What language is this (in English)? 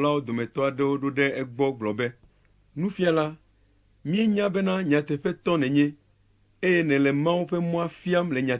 Ewe